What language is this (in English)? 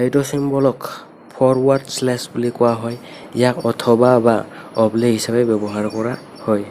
Assamese